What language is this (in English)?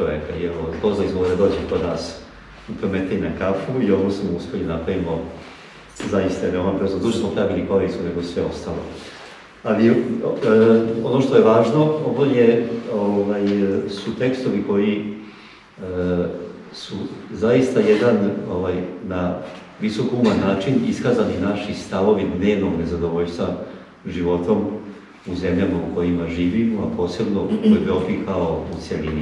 Serbian